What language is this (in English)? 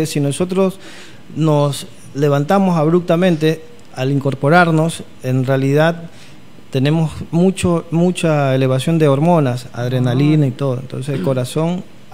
Spanish